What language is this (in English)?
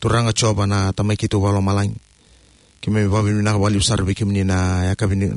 Fijian